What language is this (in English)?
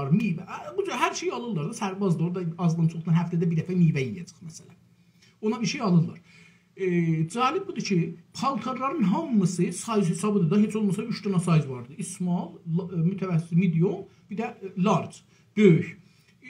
South Azerbaijani